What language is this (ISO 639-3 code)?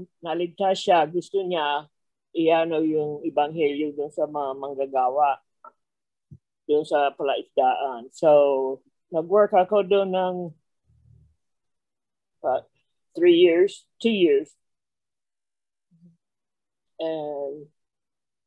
fil